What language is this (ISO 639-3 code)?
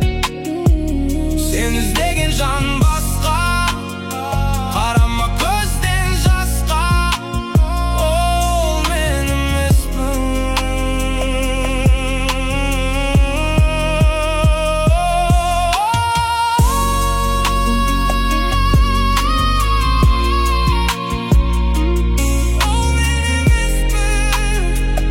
kaz